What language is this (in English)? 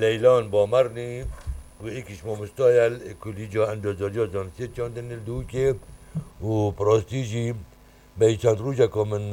Kurdish